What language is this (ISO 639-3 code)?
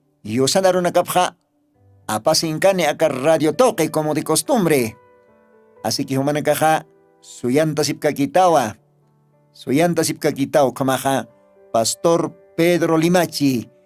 aym